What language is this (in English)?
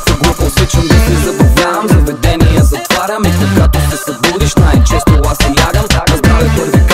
Bulgarian